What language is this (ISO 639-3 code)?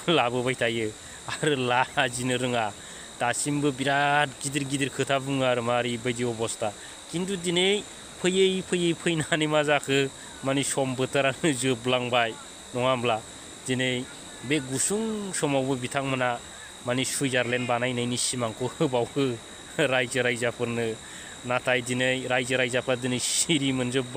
brx